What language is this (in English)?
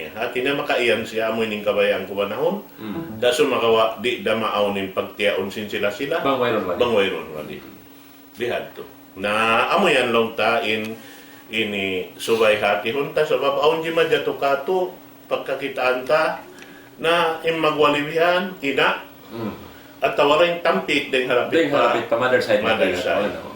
Tausug